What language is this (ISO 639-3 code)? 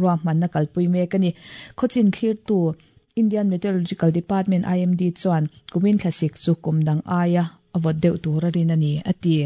lus